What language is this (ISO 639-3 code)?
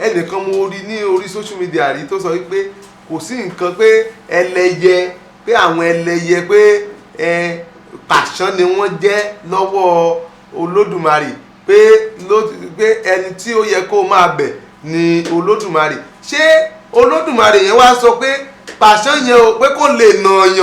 yor